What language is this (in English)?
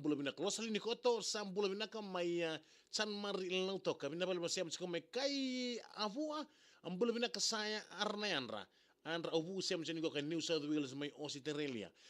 Fijian